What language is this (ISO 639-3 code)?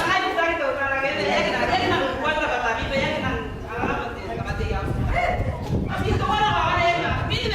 gil